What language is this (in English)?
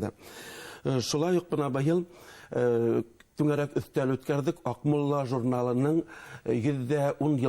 Bashkir